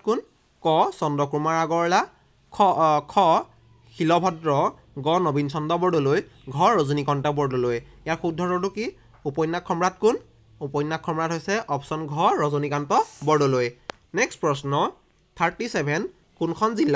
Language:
Assamese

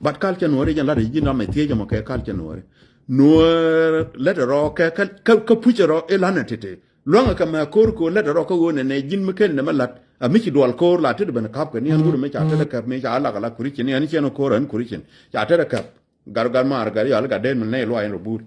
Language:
Nuer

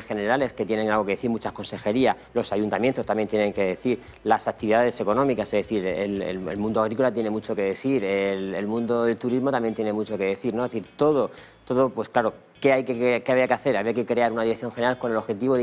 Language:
Spanish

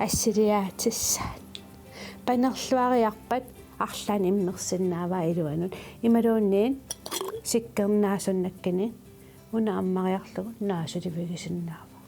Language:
Kalaallisut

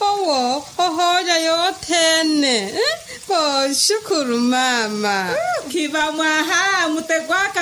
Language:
Makhuwa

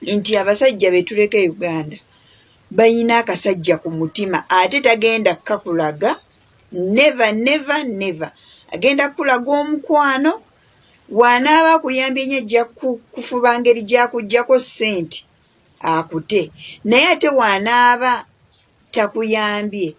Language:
Ganda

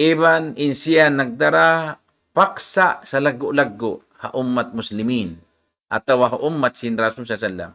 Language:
Tausug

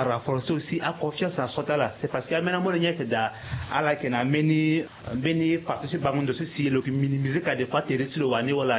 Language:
Sango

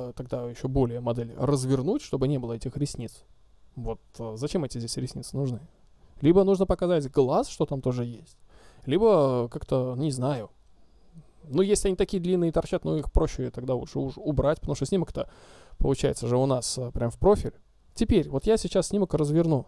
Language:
Russian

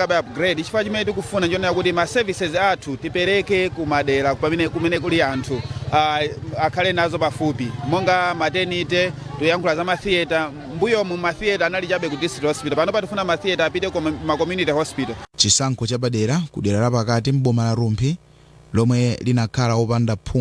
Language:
Nyanja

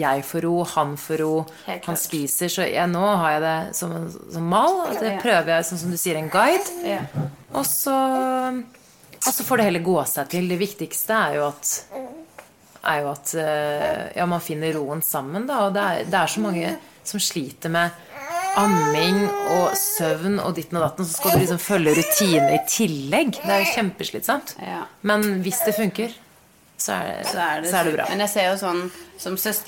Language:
Norwegian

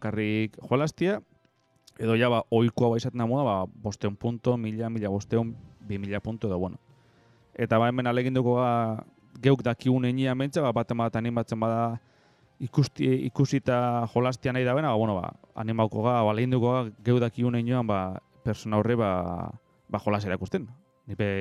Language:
Basque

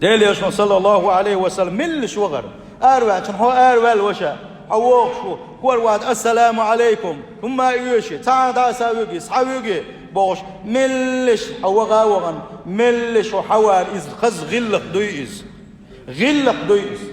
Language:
Chechen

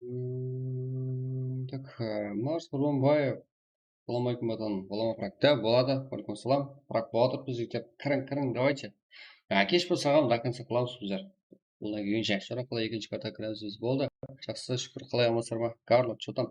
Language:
Kara-Kalpak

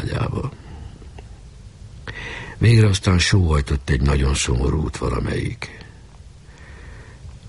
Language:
Hungarian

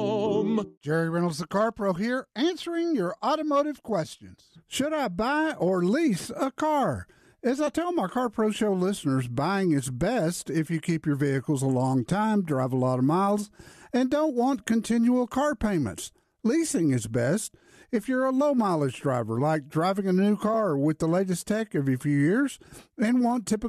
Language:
English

